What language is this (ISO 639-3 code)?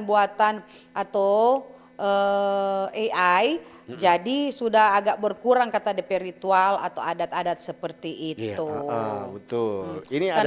xmm